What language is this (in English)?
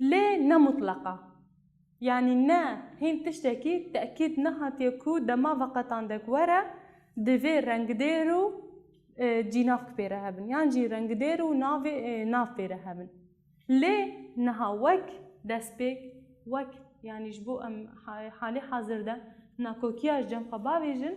Kurdish